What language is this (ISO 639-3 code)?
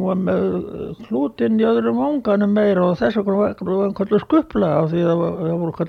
isl